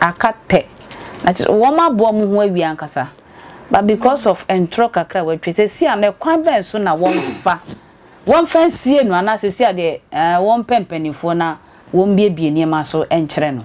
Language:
Akan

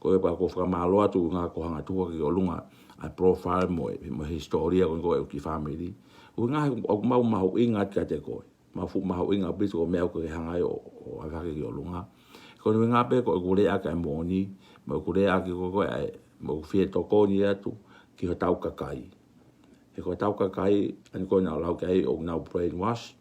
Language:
Tongan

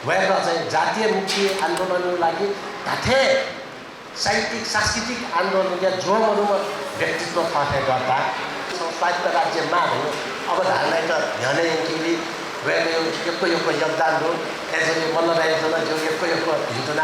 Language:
Newari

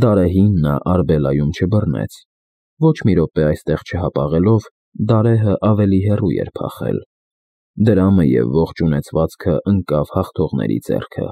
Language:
Armenian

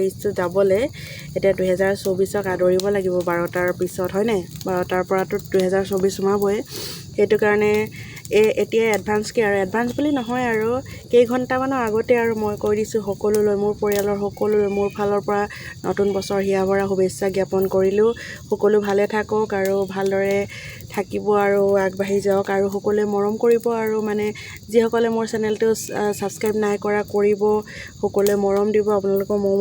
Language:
Assamese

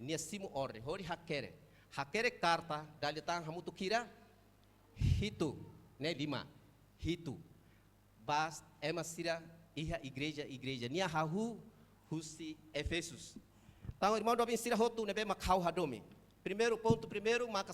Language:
Tetum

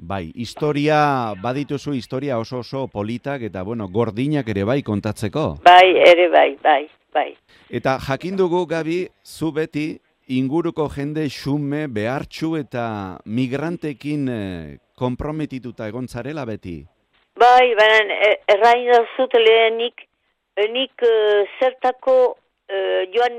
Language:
Basque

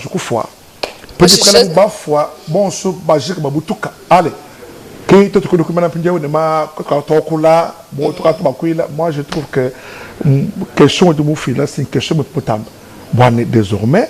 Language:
Luba-Lulua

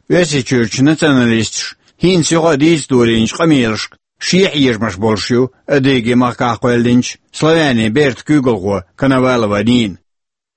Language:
Chechen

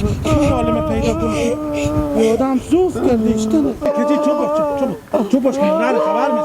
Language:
Hazaragi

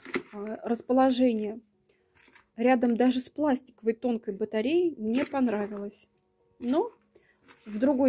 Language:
Russian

